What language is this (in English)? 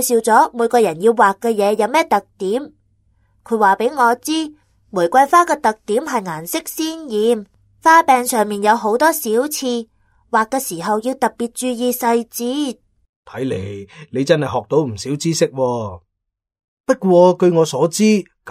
Cantonese